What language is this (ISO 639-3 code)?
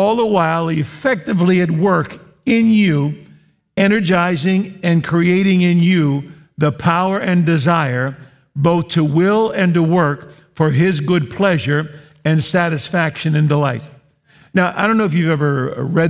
eng